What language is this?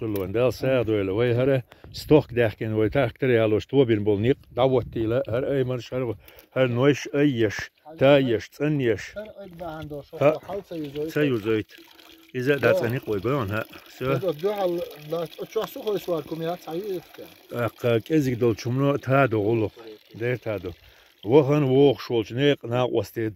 Chechen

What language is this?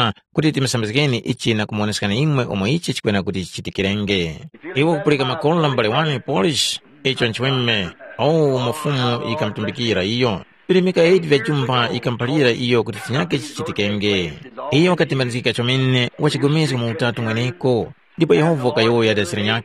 Tumbuka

